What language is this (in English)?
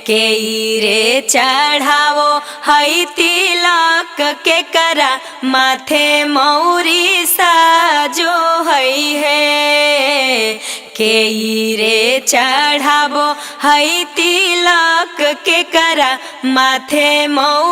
Magahi